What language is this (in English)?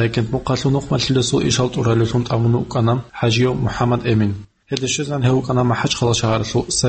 Avaric